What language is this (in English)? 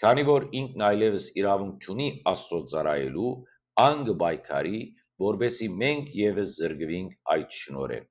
Western Armenian